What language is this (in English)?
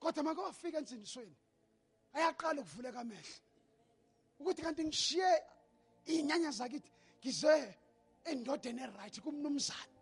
Zulu